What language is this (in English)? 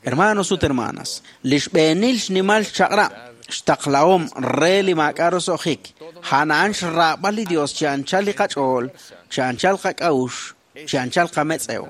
Kekchí